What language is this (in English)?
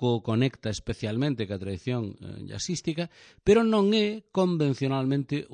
Galician